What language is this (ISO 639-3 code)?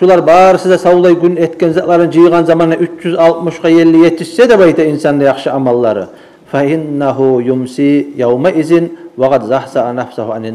kum